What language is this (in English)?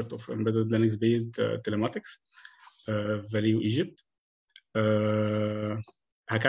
Egyptian Arabic